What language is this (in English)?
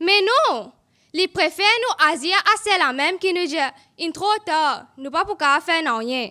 Morisyen